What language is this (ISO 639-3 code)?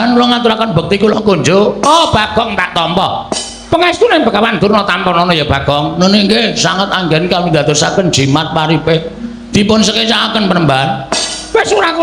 jav